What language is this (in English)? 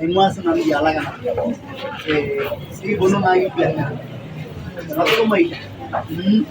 Masai